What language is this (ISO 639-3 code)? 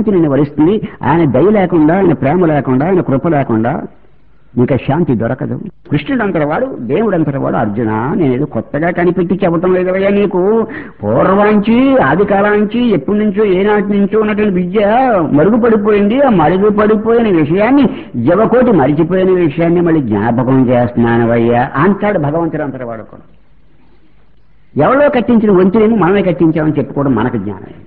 tel